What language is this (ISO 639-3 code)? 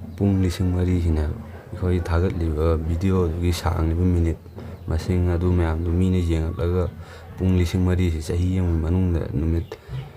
mni